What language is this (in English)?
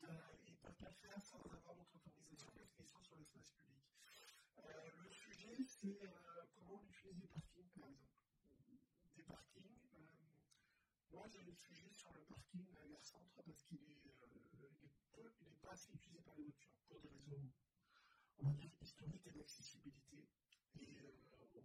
French